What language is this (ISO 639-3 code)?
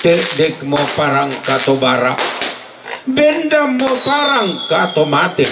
sda